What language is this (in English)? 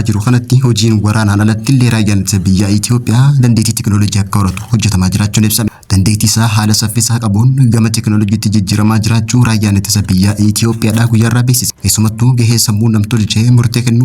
Oromo